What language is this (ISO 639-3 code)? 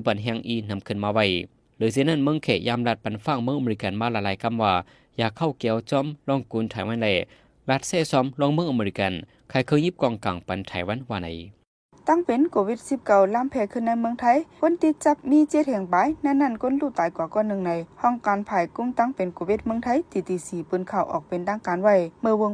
shn